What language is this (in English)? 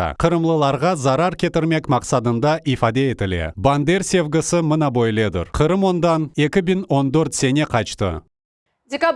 Crimean Tatar